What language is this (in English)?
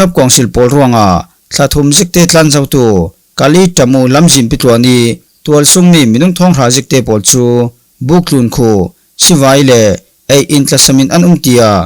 Falam Chin